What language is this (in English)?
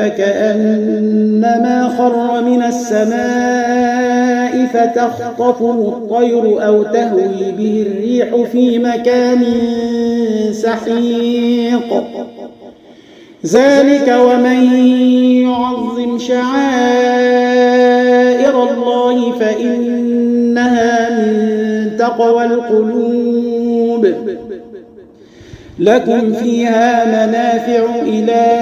Arabic